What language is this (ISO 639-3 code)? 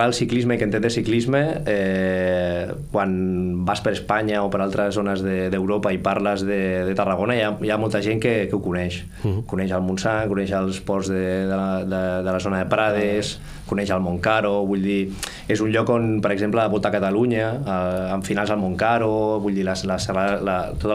cat